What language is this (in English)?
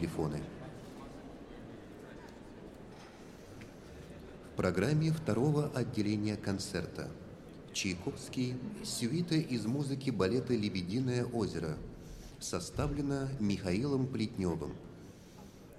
Russian